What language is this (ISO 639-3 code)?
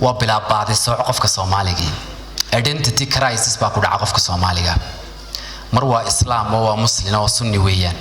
som